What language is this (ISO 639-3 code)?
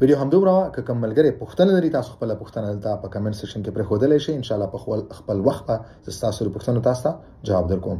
pus